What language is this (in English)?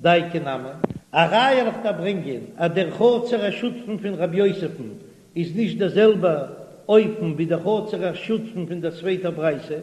Yiddish